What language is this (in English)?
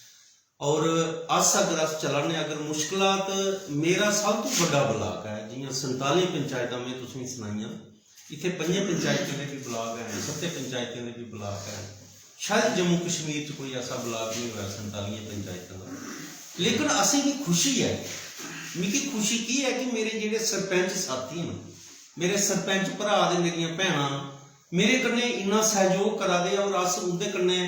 Dogri